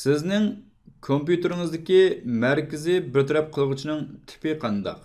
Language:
Uyghur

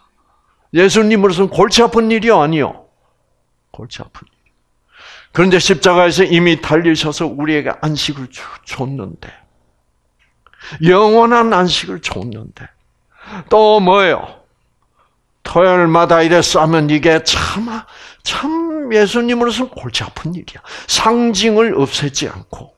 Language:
Korean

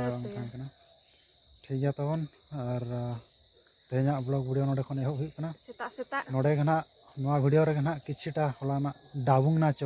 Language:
Santali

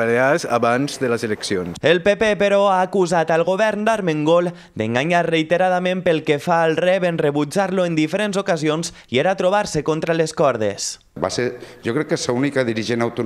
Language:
Catalan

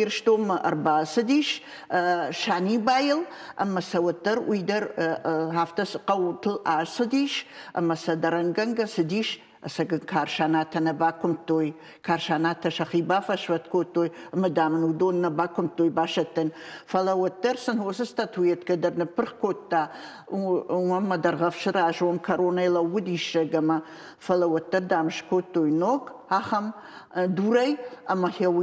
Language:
Ossetic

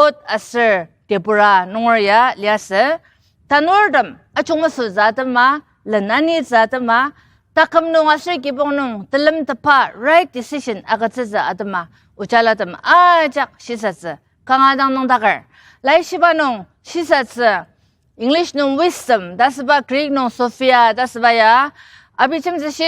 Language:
Ao Naga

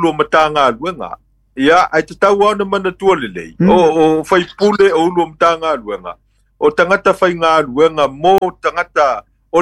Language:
Samoan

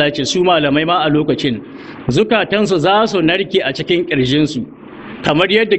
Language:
Hausa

